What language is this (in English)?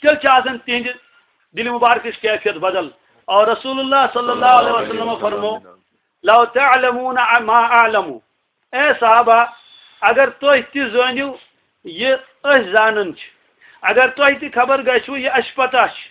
Kashmiri